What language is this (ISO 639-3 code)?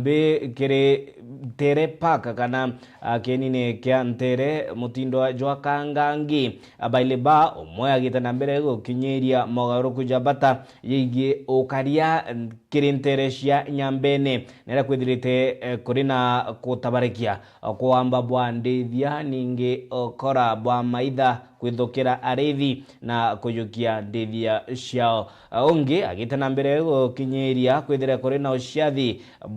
mer